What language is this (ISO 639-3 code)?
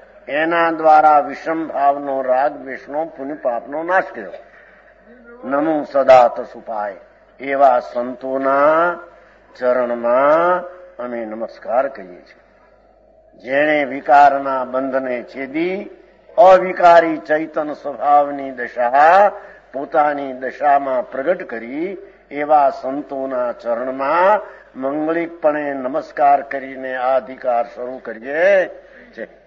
guj